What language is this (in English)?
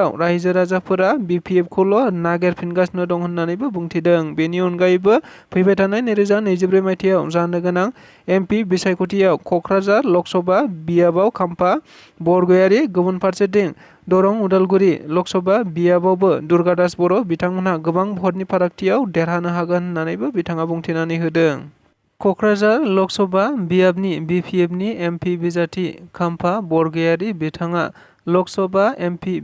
Bodo